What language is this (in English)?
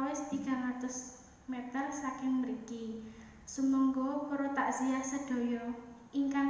Javanese